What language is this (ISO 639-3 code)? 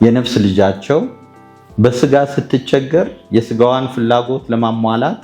amh